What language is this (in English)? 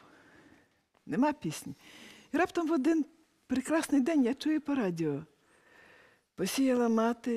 Ukrainian